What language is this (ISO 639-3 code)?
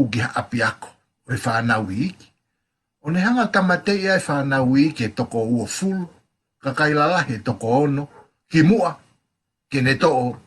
ton